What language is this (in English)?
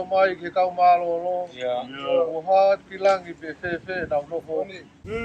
Tongan